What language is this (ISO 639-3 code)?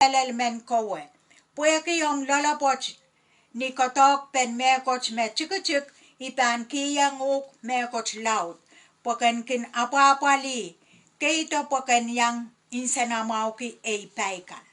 pon